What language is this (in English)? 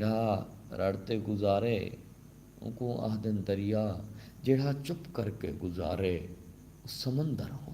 Saraiki